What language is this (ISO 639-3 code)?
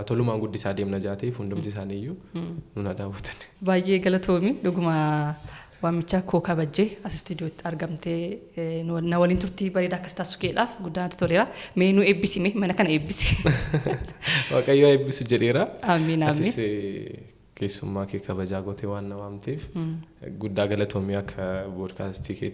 orm